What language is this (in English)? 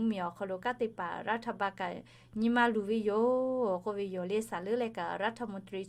Lahu